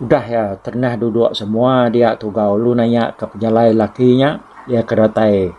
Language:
Iban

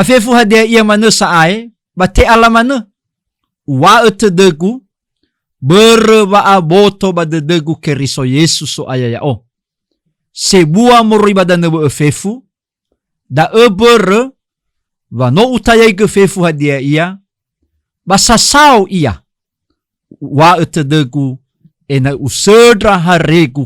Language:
Nias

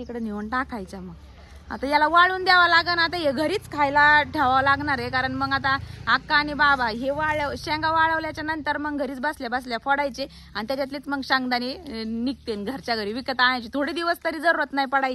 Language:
Marathi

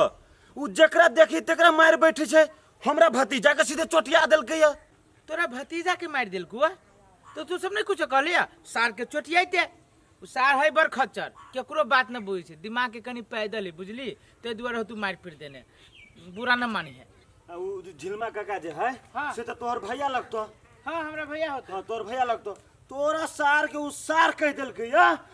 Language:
Maithili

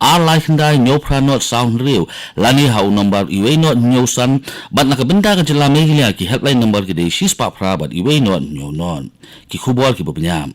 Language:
Khasi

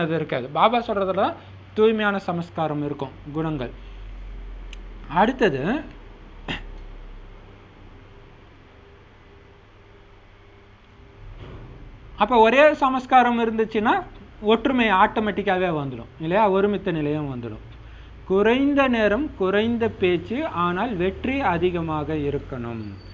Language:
Tamil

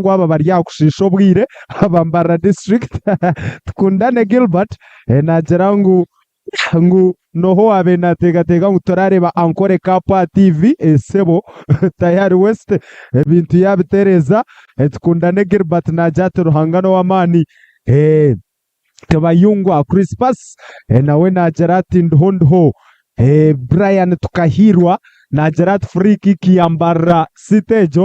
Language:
Nyankole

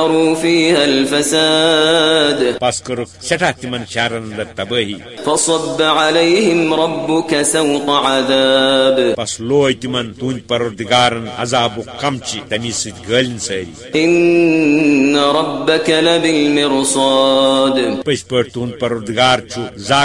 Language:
Kashmiri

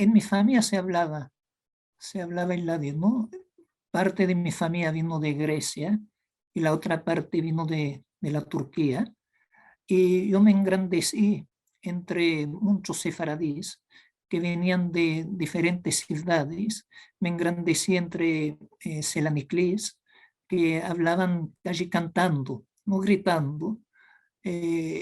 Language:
Ladino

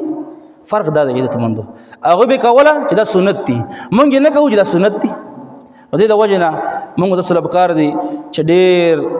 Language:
Pashto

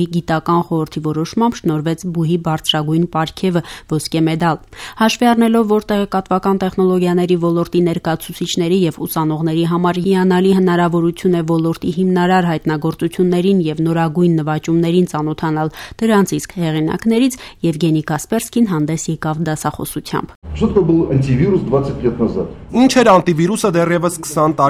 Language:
Armenian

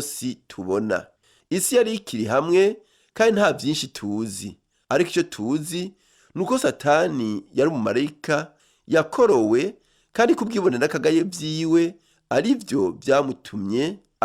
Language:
Rundi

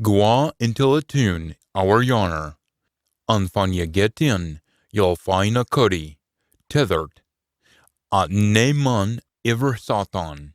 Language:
Scots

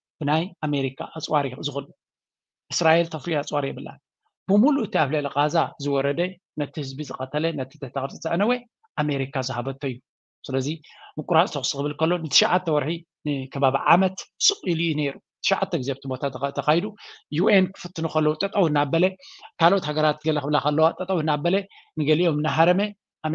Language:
Tigrinya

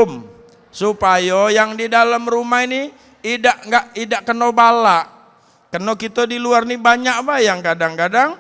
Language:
Musi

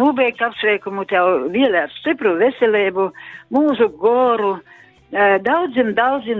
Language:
Latgalian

